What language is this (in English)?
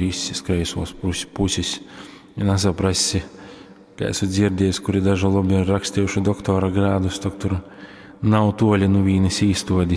Latgalian